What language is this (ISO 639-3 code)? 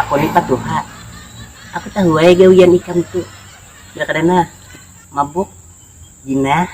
bjn